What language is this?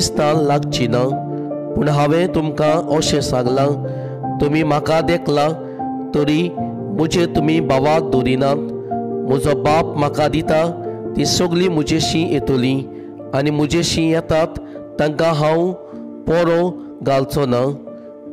Konkani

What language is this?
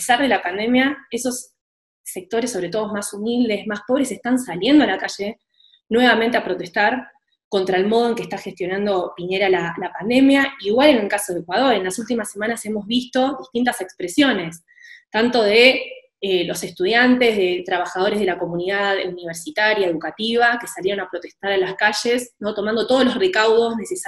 Spanish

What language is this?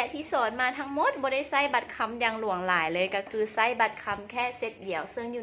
Lao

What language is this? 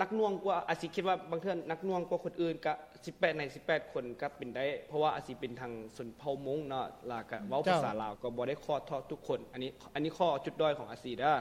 Lao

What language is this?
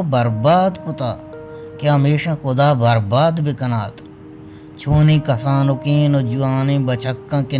Baluchi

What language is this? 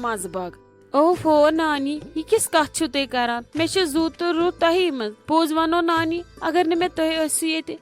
Kashmiri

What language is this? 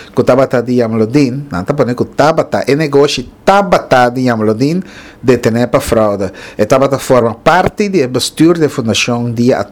Papiamento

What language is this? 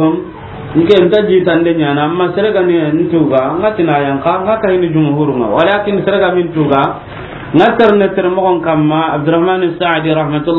Soninke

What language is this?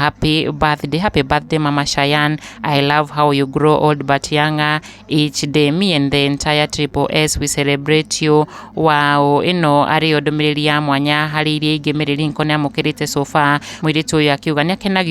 Kikuyu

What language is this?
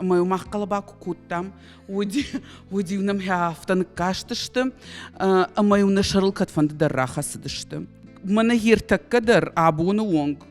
Ossetic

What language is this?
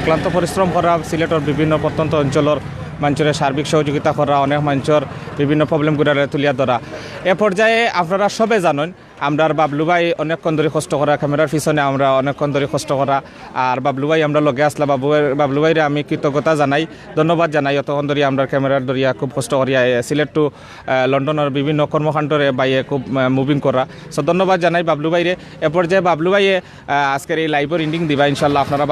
Sylheti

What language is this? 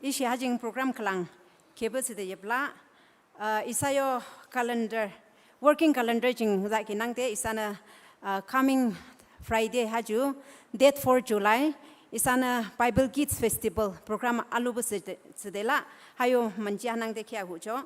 Naga Pidgin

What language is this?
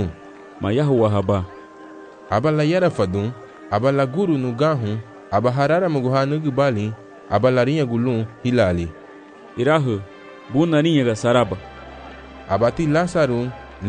Garifuna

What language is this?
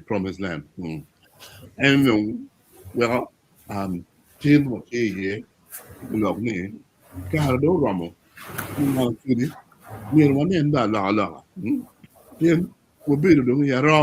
Acoli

